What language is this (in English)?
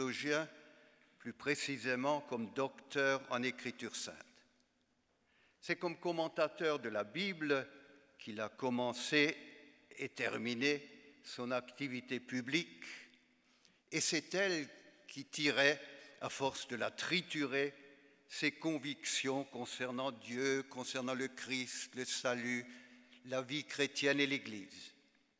French